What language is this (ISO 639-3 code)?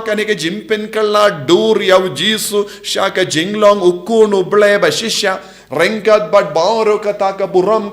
kha